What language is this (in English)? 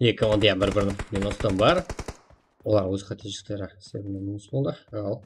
Kara-Kalpak